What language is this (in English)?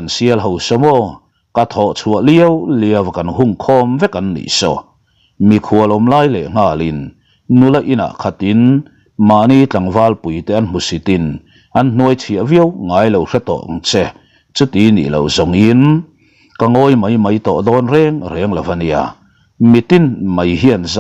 Mizo